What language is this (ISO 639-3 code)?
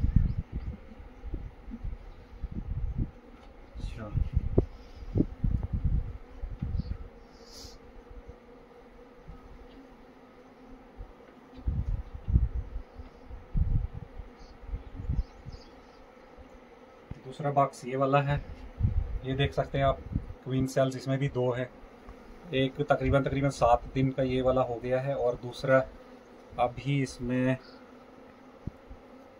hin